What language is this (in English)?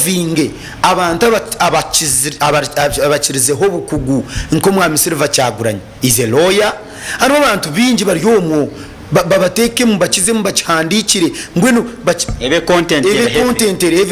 Nyankole